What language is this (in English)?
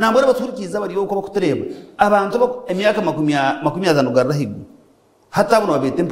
Nyankole